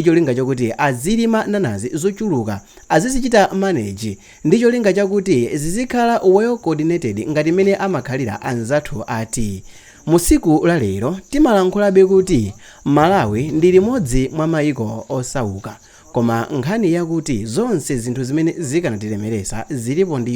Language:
Nyanja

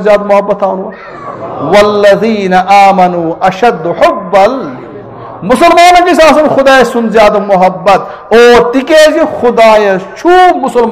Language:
Kashmiri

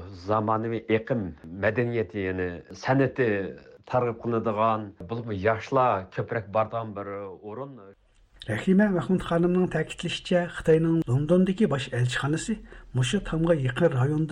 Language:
Uyghur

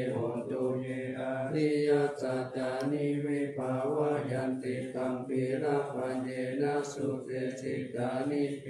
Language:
Pali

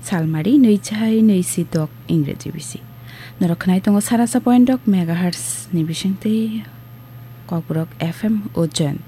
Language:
Kok Borok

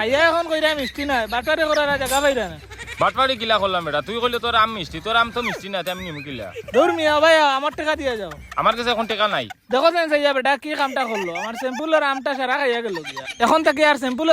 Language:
Sylheti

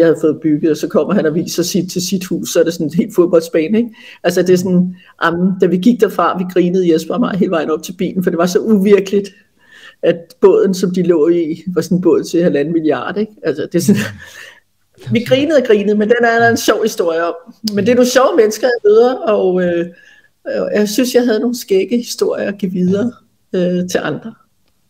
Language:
Danish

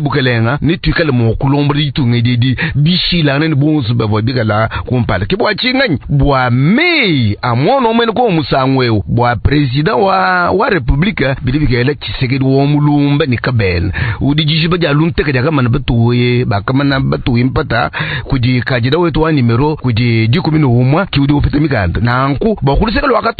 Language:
Luba-Lulua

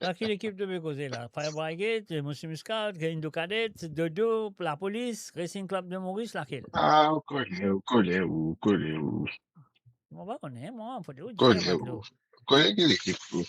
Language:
Morisyen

